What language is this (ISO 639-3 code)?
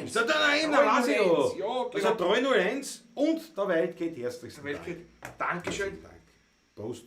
bar